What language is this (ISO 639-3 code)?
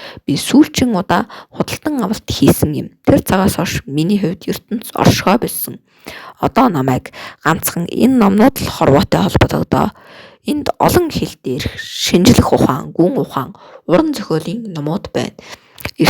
mon